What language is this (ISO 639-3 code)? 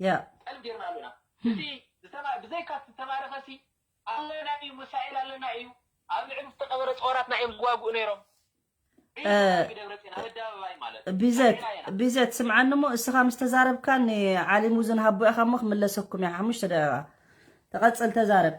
tir